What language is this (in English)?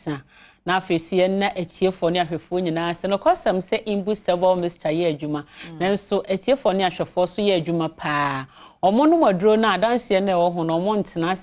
Akan